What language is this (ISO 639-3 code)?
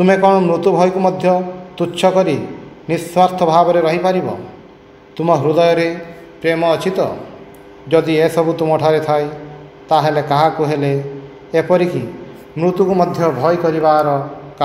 ori